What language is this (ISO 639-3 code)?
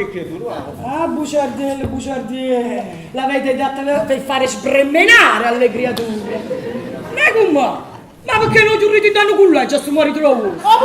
nap